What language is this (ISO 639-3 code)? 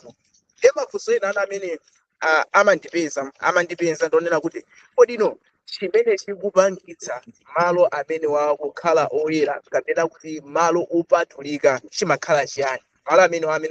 nya